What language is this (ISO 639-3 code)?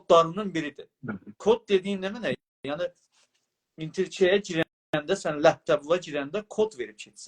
azb